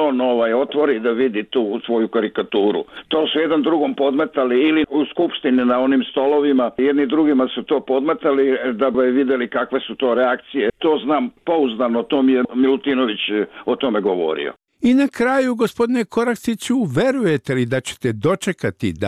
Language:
Serbian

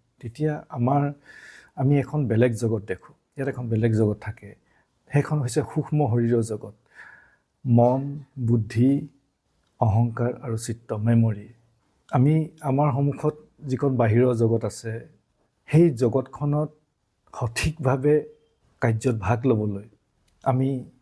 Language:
Assamese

